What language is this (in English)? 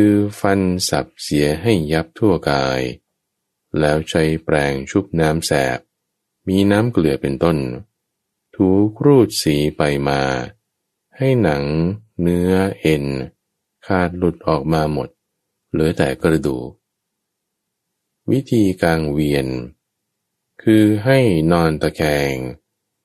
Thai